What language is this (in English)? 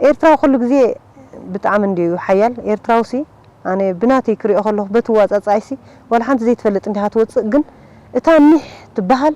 Tigrinya